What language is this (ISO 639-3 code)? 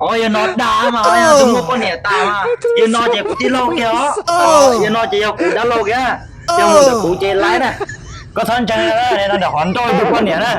hmn